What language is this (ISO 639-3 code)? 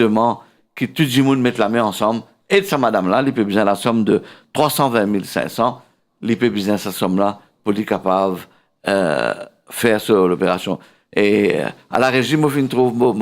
mfe